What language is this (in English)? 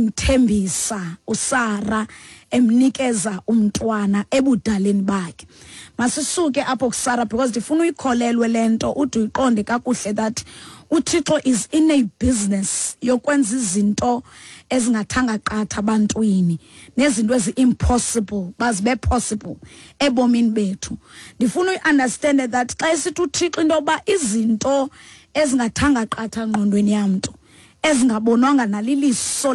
Xhosa